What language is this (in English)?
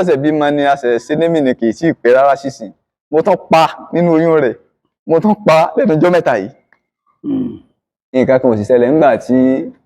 Yoruba